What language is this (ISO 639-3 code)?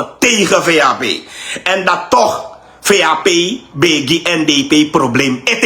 srn